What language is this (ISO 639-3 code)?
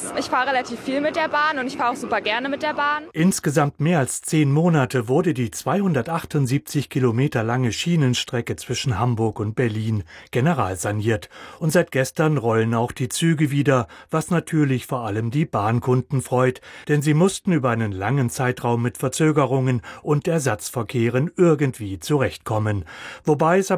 deu